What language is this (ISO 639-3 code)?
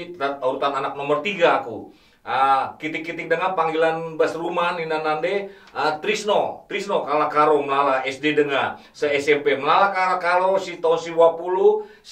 btx